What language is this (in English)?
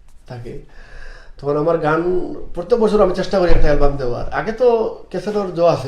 Sylheti